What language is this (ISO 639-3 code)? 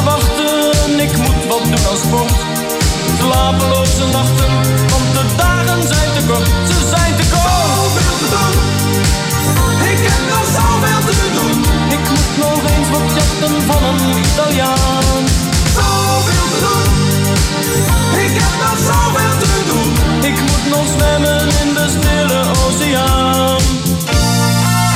nld